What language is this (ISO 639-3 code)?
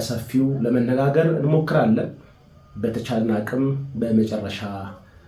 amh